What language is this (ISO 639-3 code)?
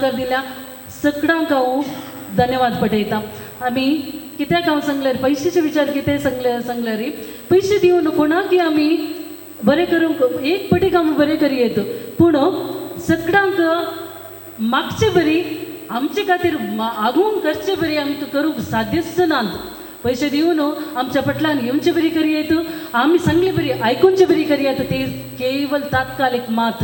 kok